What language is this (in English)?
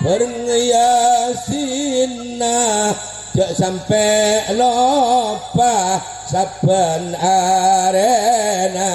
Madurese